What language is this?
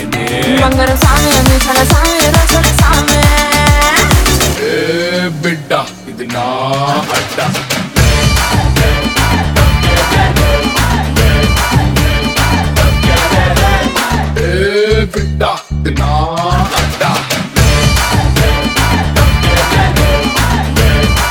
Telugu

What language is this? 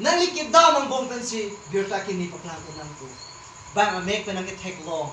Karbi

